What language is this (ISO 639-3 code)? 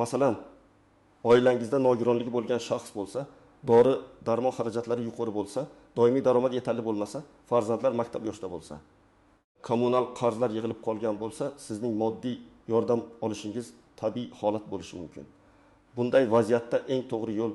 uzb